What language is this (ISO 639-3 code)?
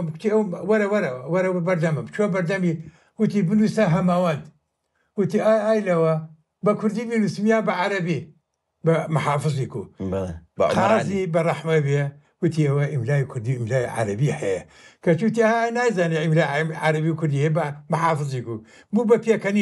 ckb